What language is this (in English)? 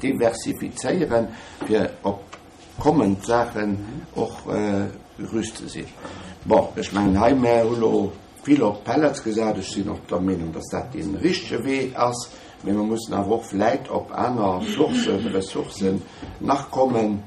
Luxembourgish